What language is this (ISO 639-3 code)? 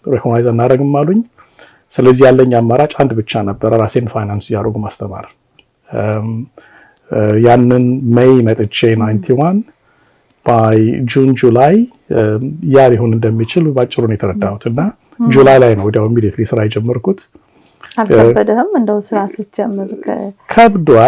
amh